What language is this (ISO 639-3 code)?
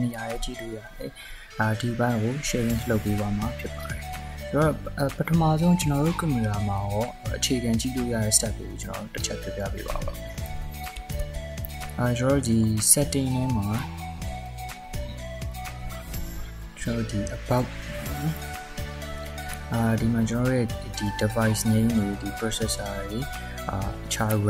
mya